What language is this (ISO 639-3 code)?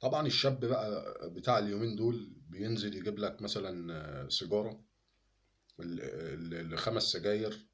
arz